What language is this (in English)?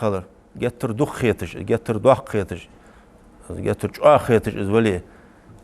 Ingush